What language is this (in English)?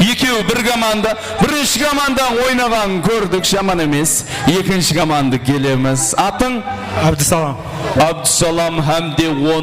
Kara-Kalpak